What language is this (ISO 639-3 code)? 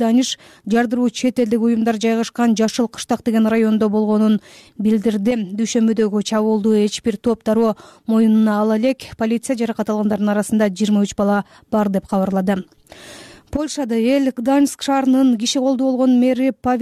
kir